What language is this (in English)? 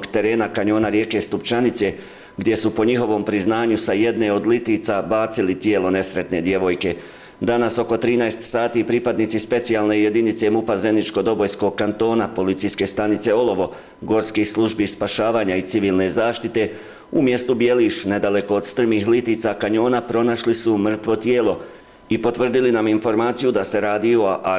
Bosnian